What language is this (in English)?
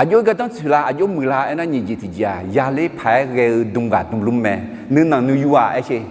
Akha